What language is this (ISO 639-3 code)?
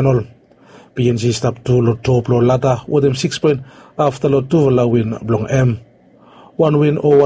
bis